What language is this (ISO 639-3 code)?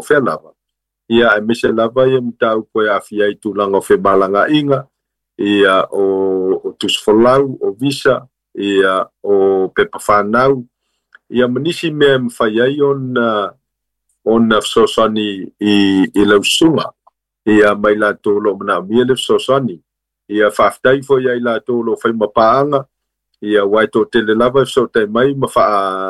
smo